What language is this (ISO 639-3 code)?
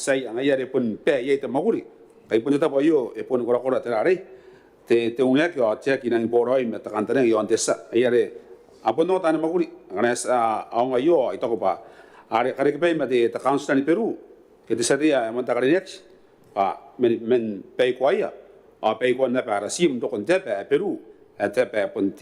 gil